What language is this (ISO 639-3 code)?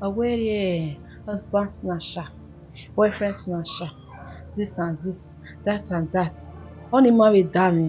bin